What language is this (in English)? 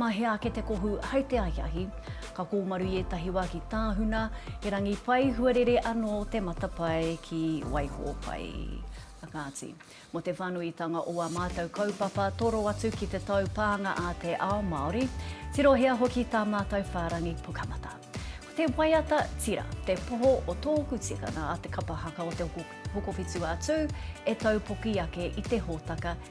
Māori